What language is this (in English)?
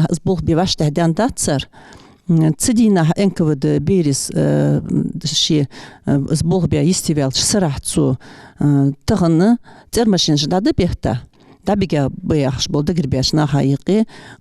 Ingush